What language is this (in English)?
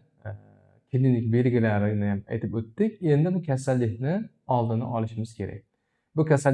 Uzbek